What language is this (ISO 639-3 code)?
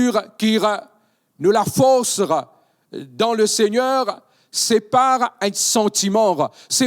mfe